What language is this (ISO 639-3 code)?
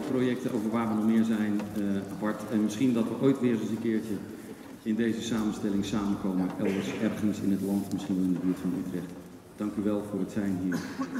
nld